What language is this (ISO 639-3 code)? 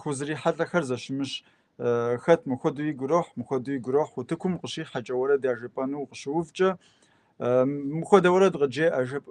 kbd